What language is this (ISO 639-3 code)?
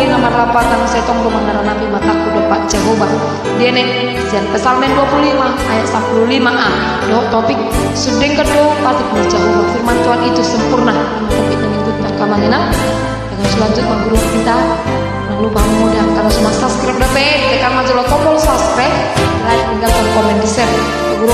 bbc